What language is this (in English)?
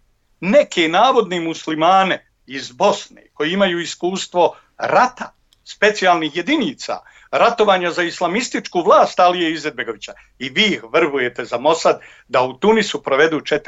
Bosnian